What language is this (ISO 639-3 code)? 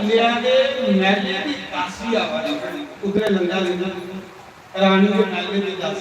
doi